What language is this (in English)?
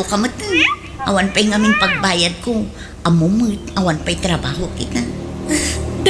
Iloko